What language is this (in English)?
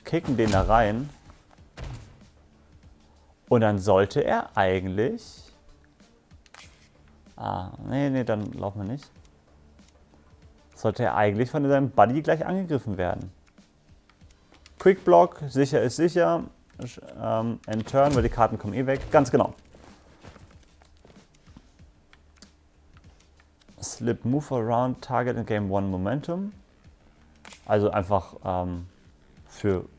German